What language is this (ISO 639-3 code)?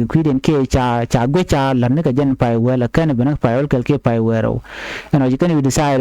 nus